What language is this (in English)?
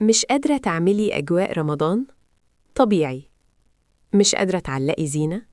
Egyptian Arabic